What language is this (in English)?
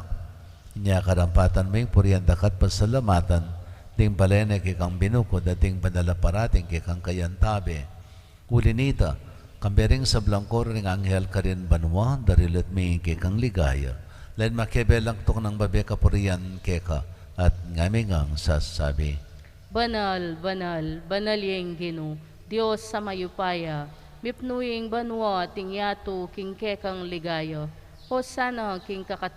Pampanga